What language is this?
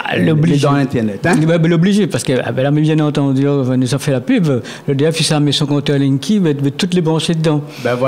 Réunion Creole French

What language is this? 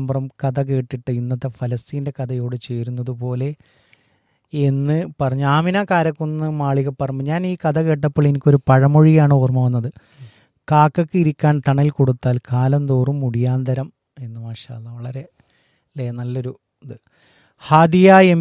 Malayalam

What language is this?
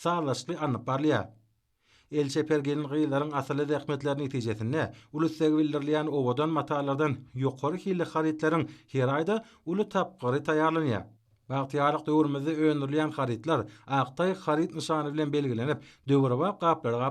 Turkmen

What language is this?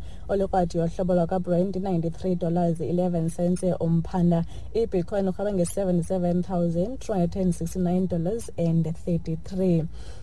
Xhosa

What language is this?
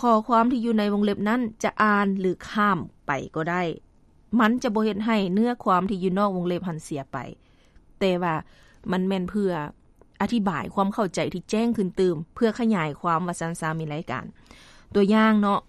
Lao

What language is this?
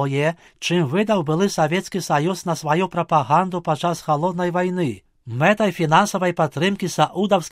Belarusian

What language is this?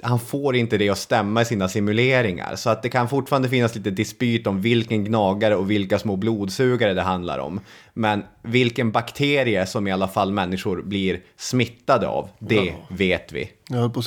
Swedish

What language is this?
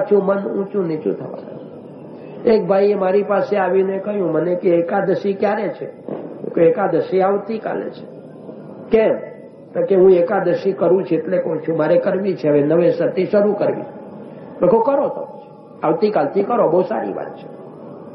Gujarati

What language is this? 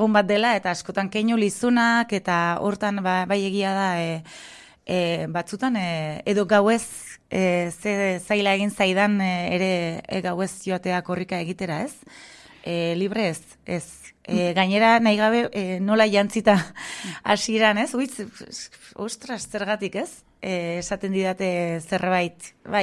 Basque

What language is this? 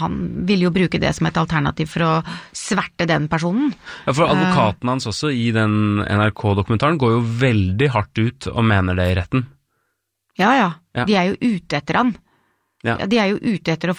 Norwegian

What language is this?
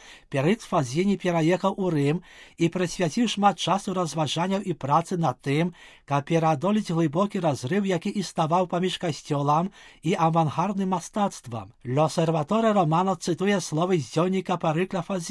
Belarusian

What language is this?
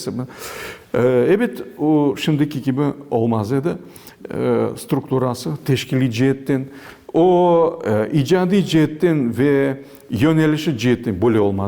Crimean Tatar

